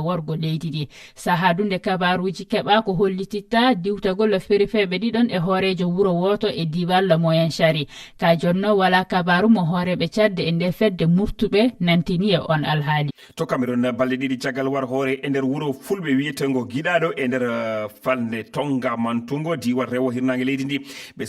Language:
Fula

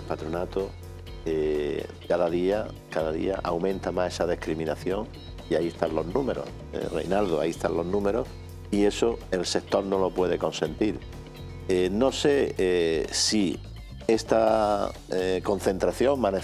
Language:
Spanish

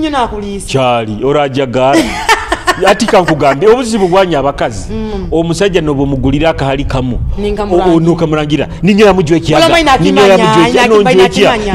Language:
Nyoro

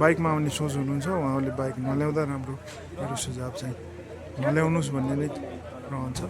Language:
Nepali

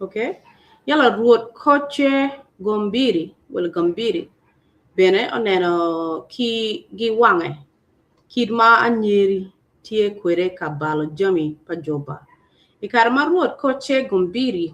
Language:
Acoli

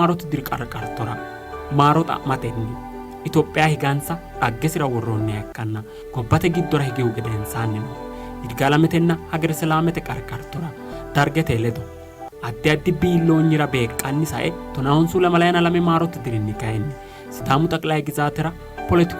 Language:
Sidamo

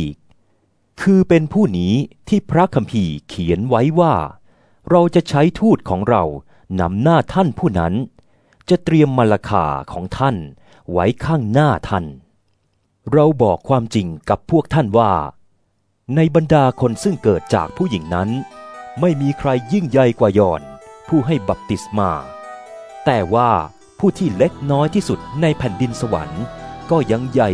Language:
Thai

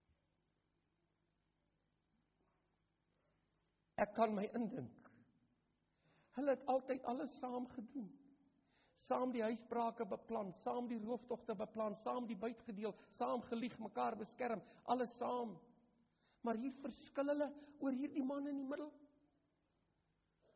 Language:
Afrikaans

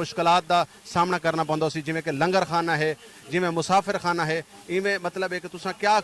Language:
Saraiki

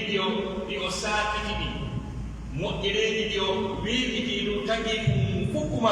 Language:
Pular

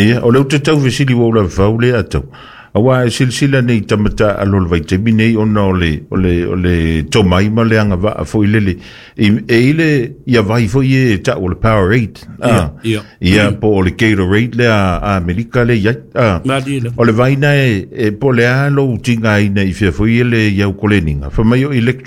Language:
Samoan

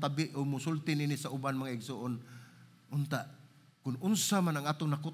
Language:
Cebuano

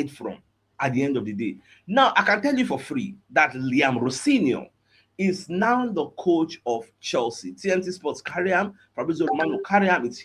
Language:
Nigerian Pidgin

